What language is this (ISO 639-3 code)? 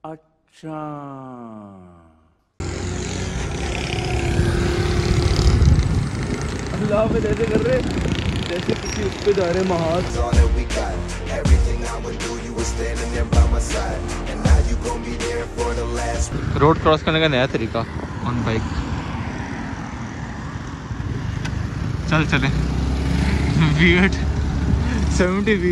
hin